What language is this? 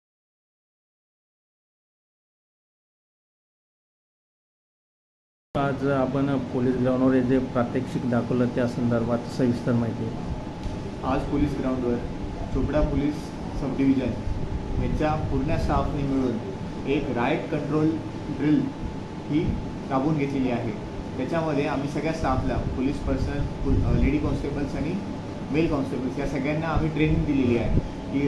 Marathi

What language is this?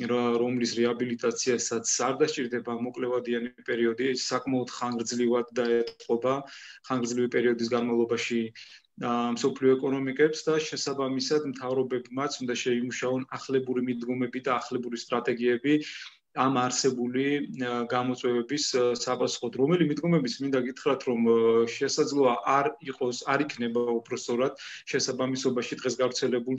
Georgian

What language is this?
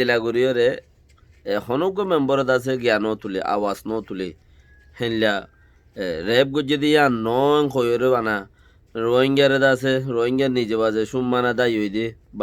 Rohingya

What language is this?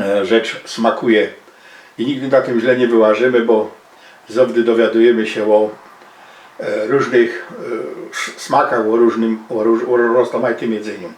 Silesian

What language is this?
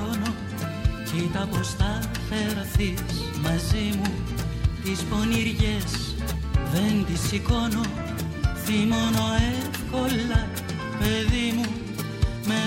Greek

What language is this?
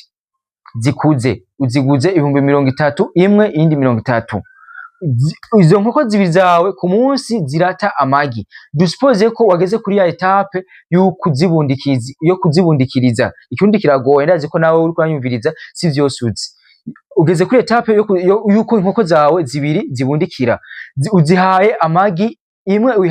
Rundi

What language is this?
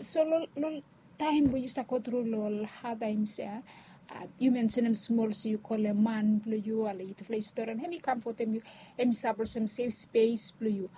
Bislama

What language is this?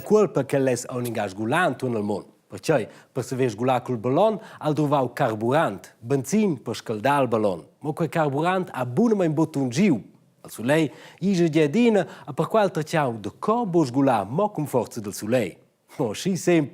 Romansh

